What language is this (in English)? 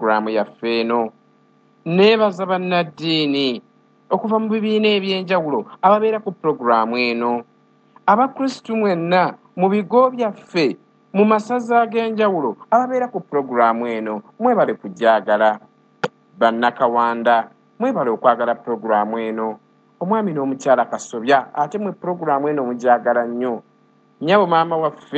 Ganda